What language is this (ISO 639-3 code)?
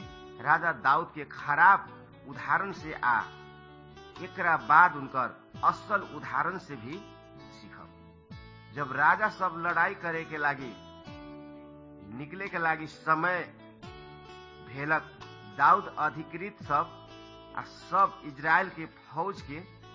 bho